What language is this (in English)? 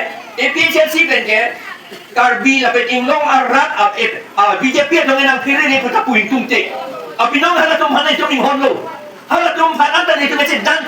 Karbi